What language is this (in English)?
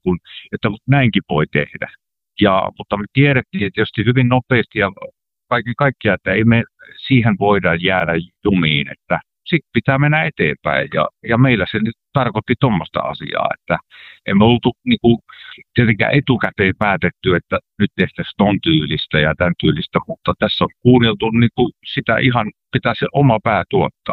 Finnish